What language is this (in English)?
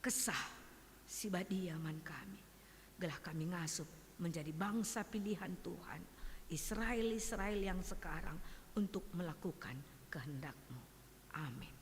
Batak Karo